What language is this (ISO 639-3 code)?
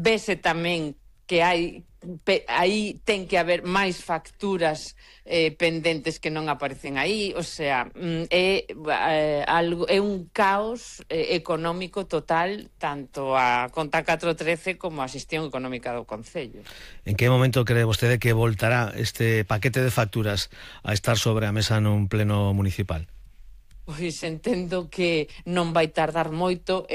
glg